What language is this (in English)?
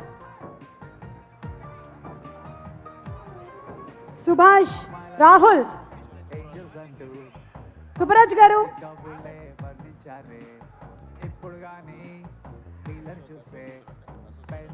Telugu